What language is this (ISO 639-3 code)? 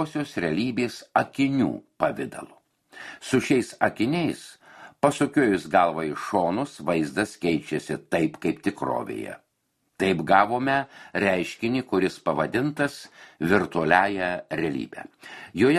lit